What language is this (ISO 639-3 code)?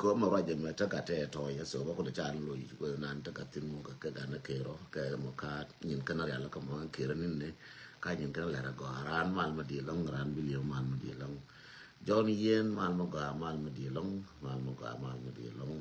nus